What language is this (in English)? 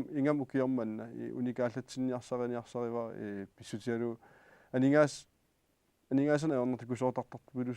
Kalaallisut